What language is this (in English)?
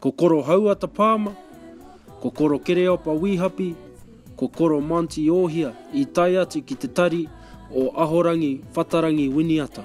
Māori